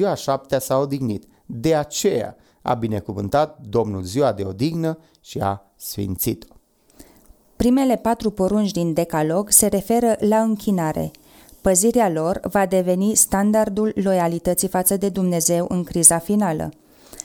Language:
Romanian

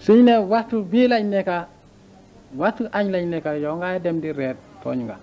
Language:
Wolof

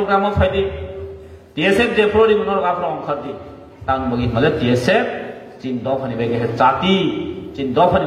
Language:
Kok Borok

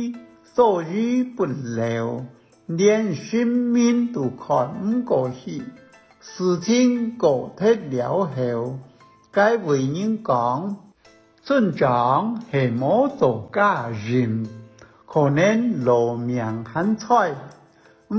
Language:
Hakka Chinese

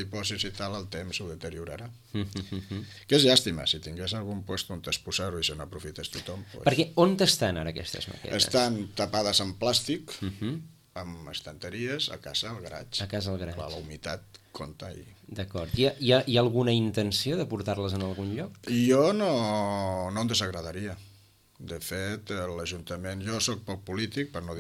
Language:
Catalan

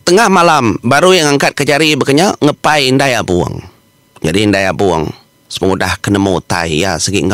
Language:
Iban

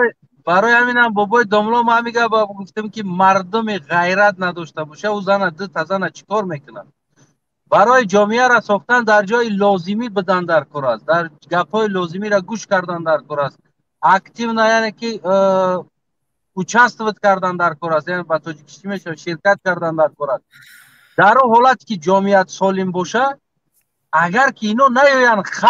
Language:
Tajik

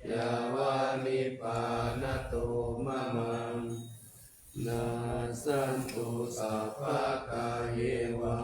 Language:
Pali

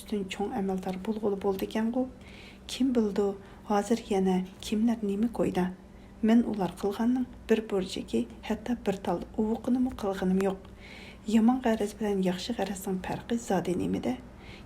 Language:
Uyghur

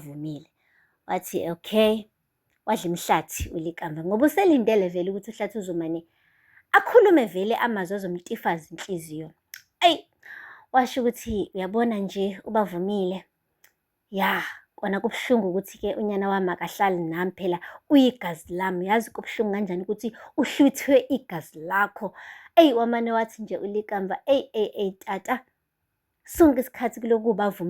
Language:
Zulu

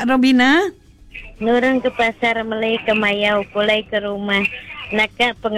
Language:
Iban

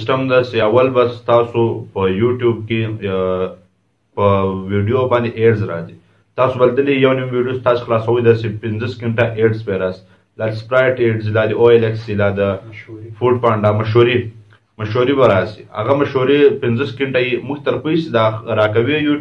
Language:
Pashto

